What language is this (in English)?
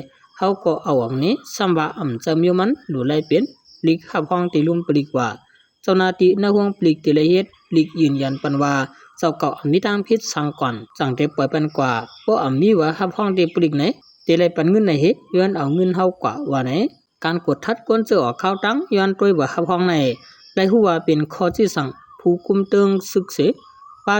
Shan